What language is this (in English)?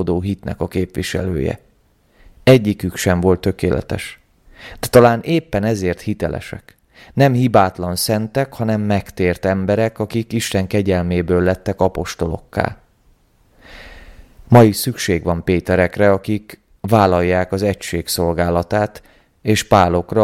Hungarian